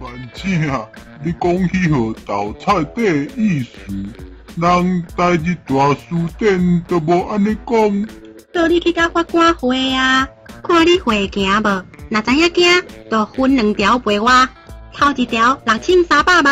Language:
Min Nan Chinese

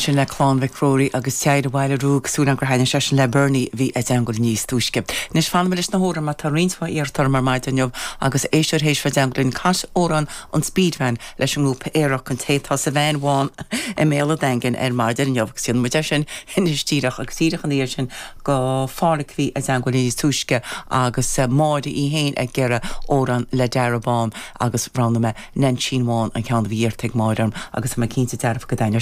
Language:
Irish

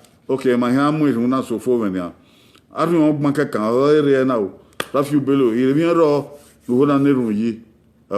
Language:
Bini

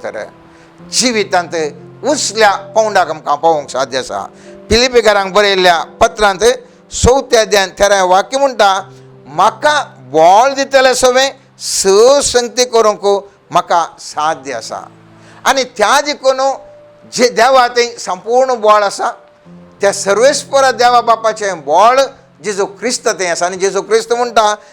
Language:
Konkani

